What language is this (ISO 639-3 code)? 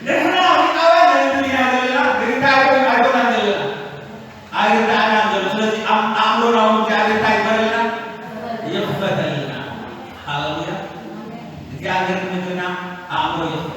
tir